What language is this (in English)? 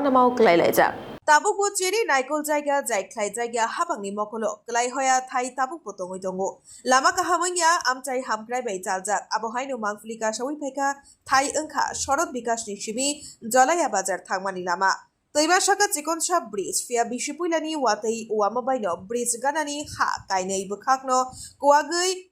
Kok Borok